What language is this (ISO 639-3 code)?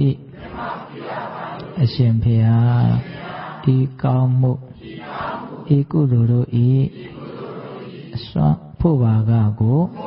mya